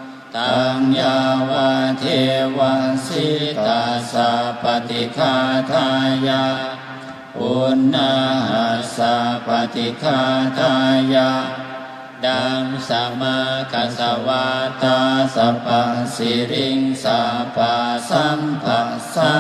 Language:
Pali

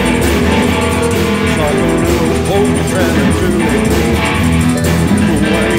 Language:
English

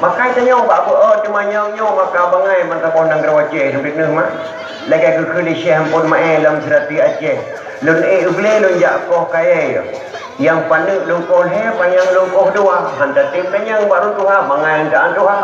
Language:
Achinese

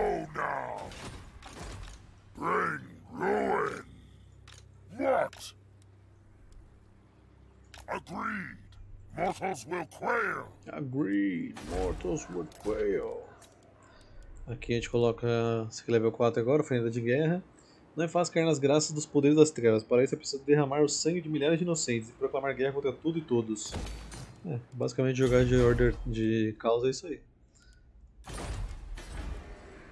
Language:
Portuguese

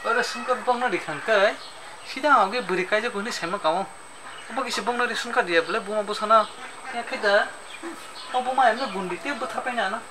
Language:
Kok Borok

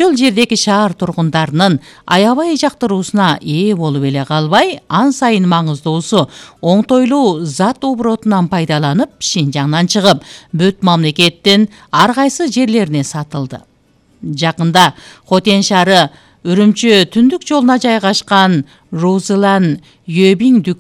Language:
Kyrgyz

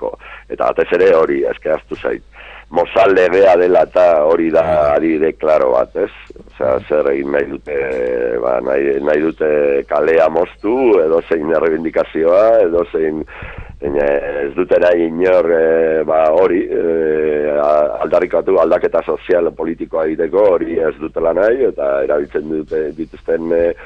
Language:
Basque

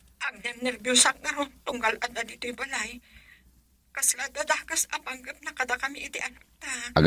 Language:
Iloko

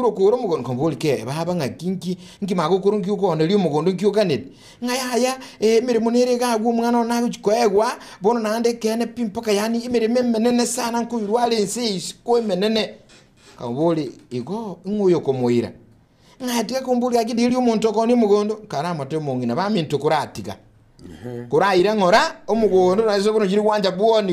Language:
Gusii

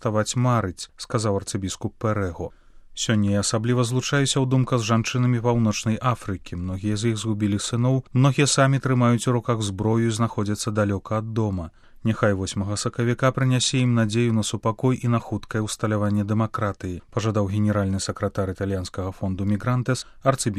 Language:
Belarusian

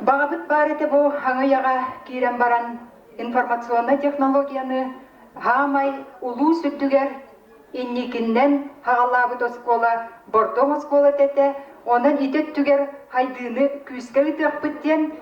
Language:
Yakut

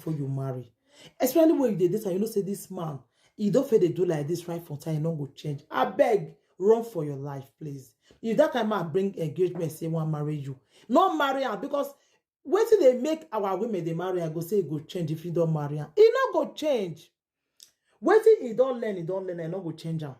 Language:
Nigerian Pidgin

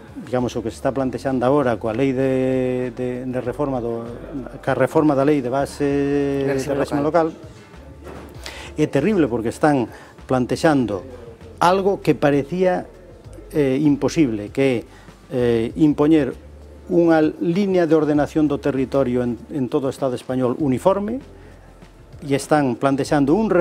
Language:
Galician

